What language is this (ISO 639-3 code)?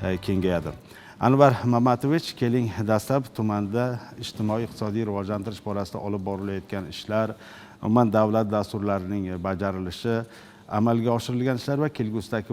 uzb